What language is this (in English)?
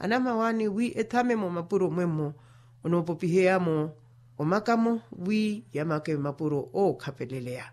Makhuwa